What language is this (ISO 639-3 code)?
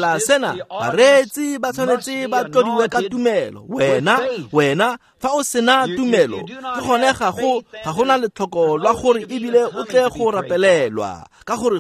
tsn